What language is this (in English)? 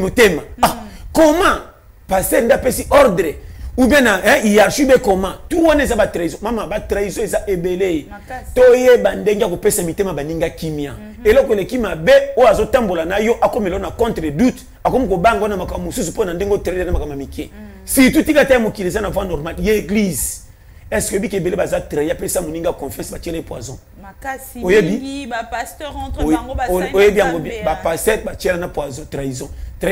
Lingala